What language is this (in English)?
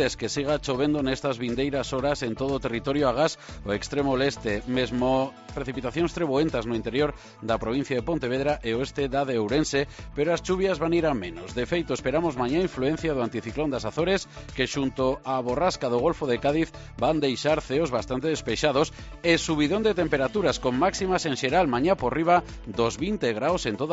Galician